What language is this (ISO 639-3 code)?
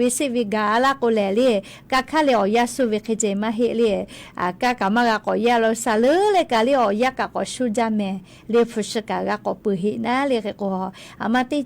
lhu